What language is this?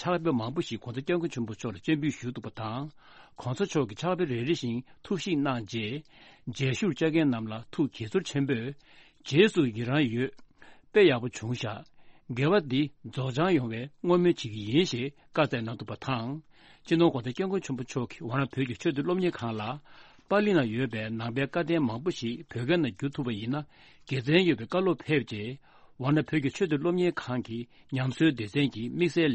Tibetan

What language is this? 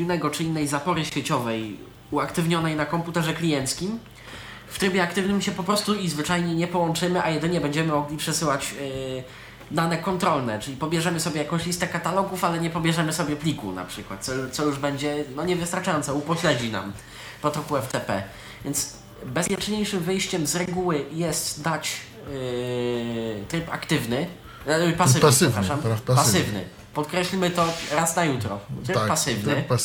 Polish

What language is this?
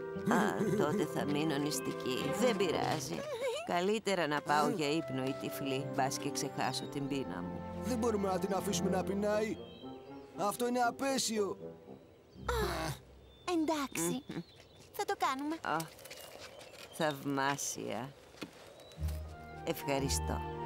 Greek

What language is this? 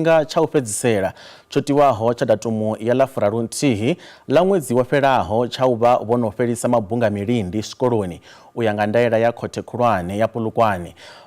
Venda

